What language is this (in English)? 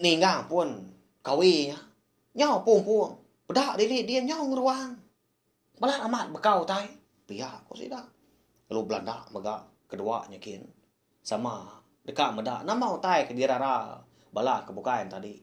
Iban